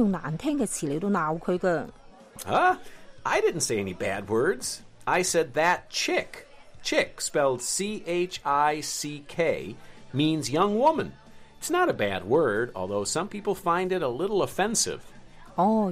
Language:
Cantonese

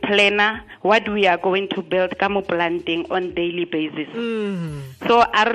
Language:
Tswana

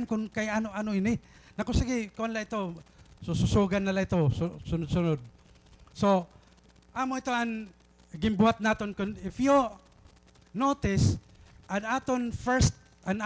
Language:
Waray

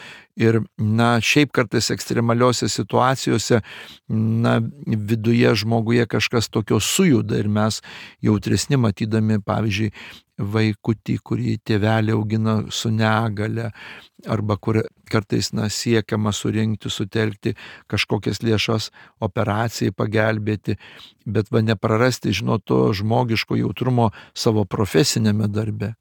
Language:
Lithuanian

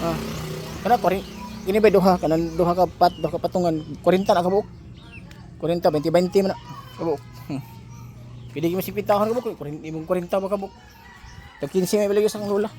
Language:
Cebuano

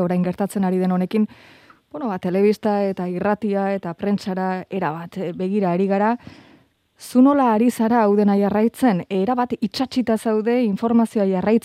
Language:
Basque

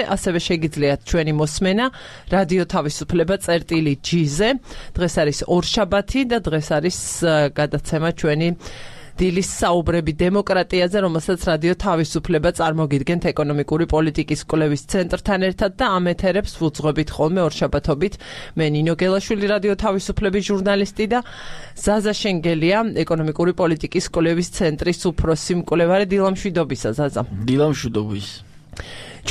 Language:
Georgian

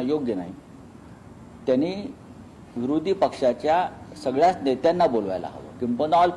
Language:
Marathi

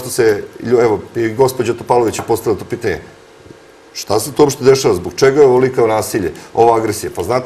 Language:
Serbian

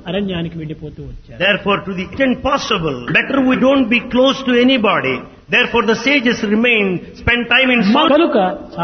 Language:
Telugu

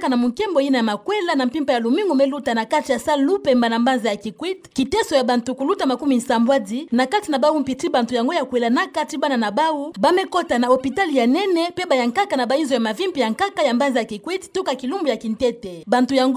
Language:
Kituba (Democratic Republic of Congo)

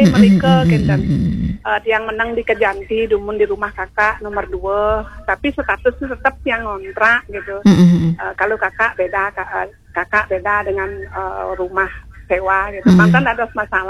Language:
Balinese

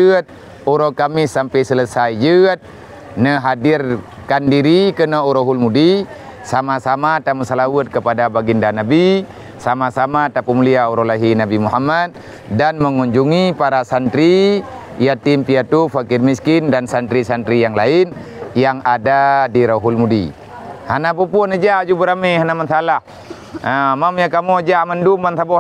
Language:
Achinese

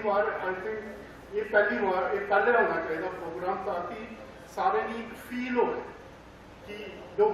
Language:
Dogri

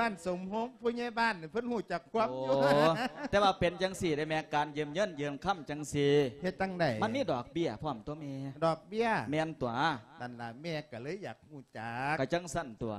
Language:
Lao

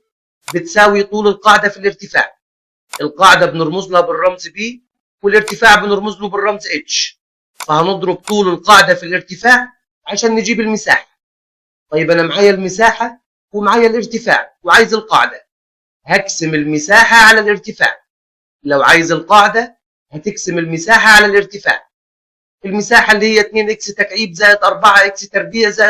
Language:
Egyptian Arabic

